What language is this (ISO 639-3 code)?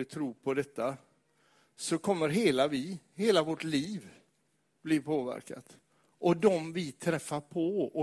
swe